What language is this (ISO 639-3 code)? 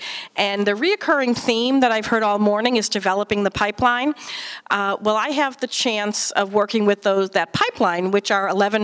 eng